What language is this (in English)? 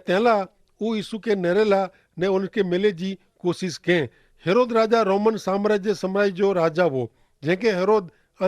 Kachhi